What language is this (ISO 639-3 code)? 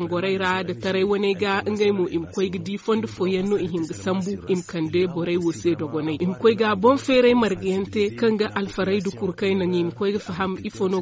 dje